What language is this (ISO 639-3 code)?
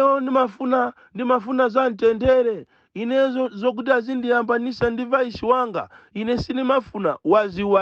nya